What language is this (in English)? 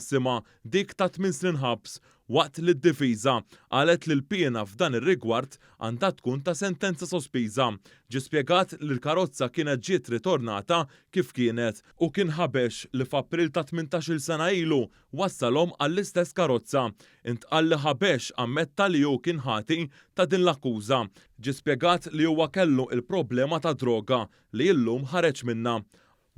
Maltese